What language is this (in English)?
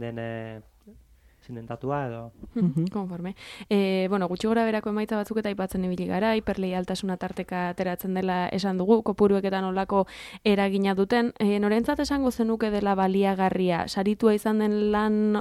Basque